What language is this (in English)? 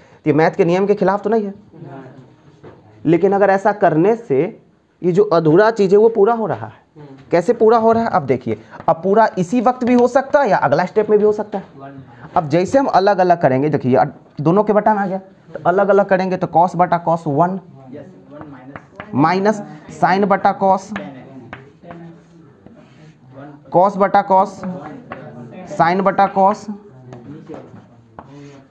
Hindi